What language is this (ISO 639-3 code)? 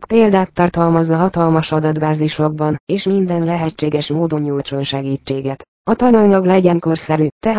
hun